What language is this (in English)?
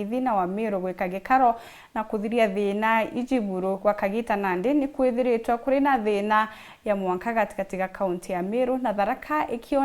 Meru